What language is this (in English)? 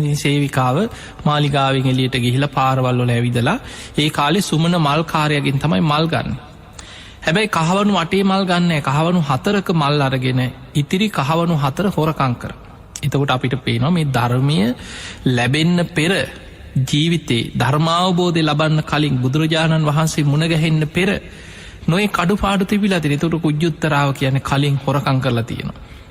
Sinhala